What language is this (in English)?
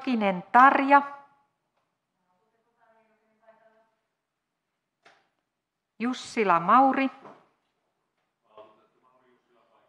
Finnish